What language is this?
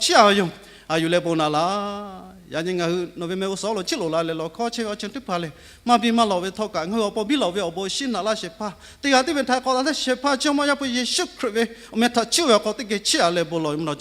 Lahu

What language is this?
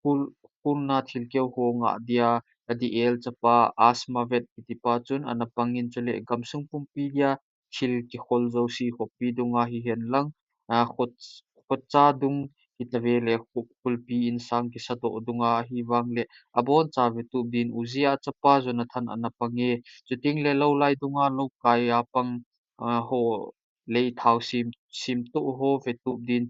Thado Chin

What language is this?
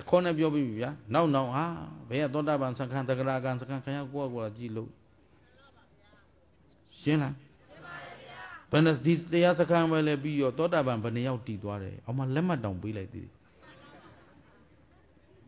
Burmese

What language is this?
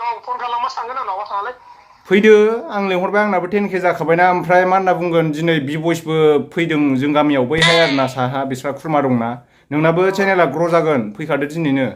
Bodo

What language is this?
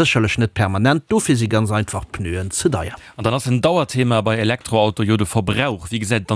Luxembourgish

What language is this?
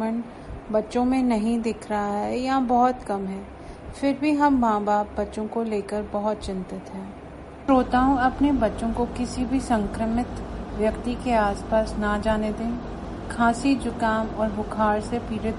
Hindi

